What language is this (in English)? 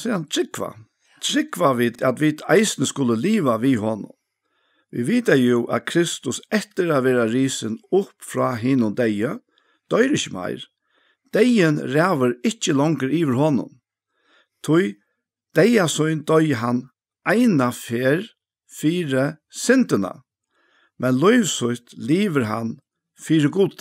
Faroese